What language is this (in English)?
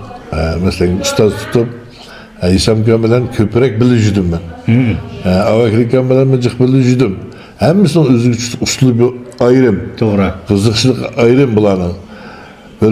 Uyghur